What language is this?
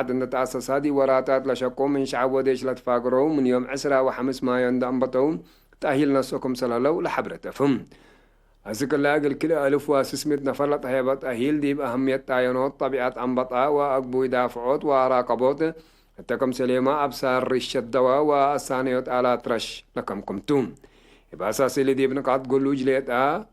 Tigre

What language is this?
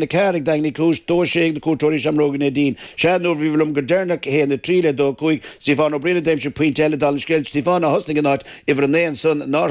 Irish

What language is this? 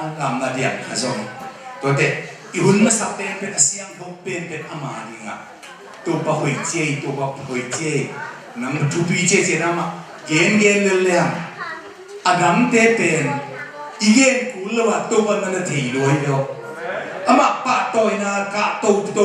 Tedim Chin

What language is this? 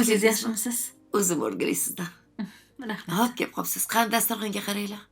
Uzbek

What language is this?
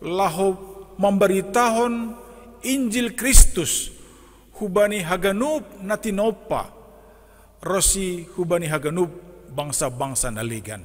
Batak Simalungun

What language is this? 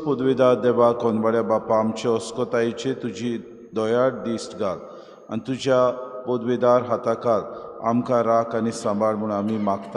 Konkani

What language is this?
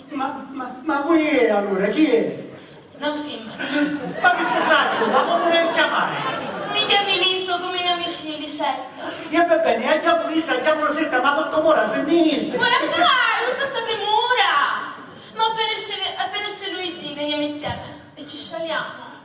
Sicilian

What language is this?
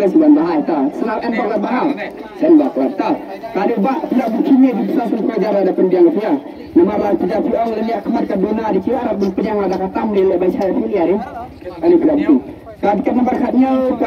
Khasi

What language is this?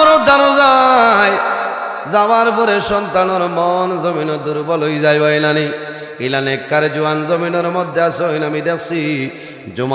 Sylheti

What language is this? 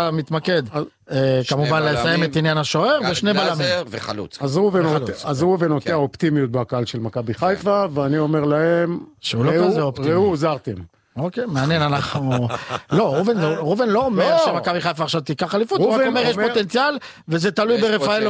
Hebrew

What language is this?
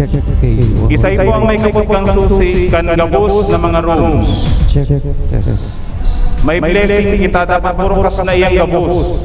Bikol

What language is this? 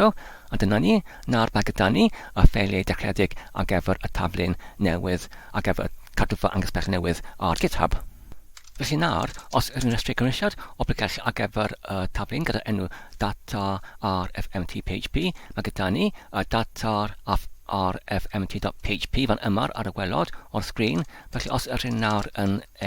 Welsh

